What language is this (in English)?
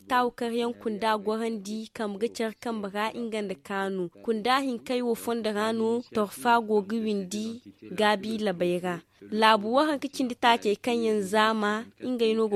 Zarma